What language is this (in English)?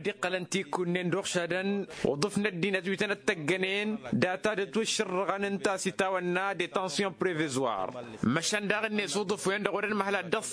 Tamasheq